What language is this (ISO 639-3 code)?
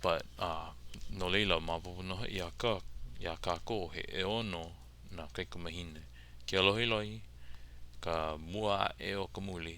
haw